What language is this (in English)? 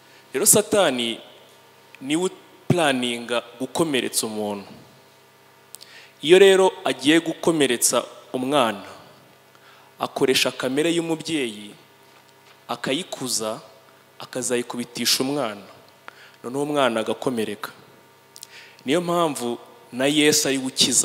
Kinyarwanda